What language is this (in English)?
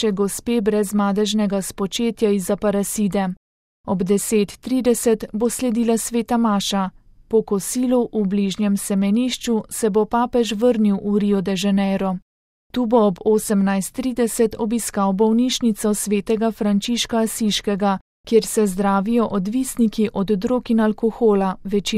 Slovenian